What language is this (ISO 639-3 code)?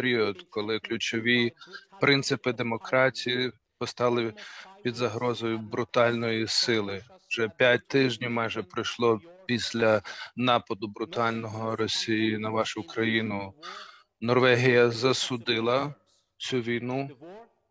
ukr